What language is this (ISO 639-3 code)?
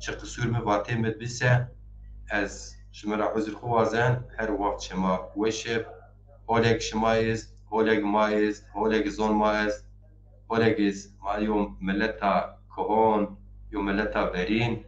zza